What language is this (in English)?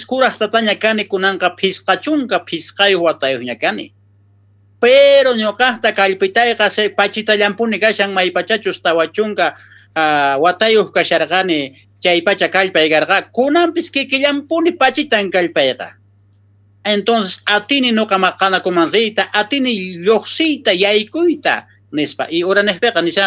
South Bolivian Quechua